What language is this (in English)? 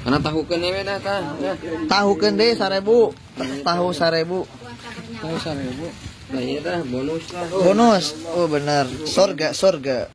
Sundanese